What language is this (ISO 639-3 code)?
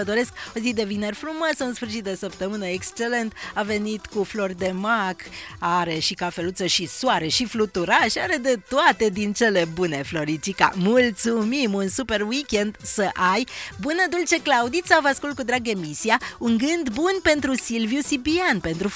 ron